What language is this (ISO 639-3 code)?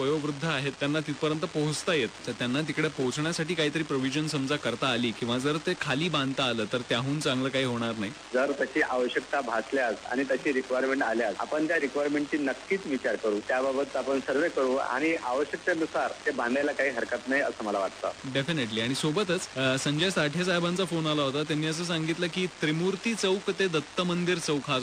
mar